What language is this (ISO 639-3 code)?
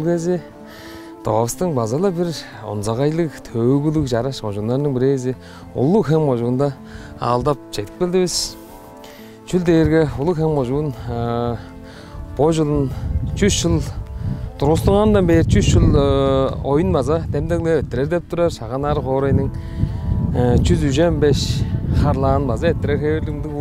tyv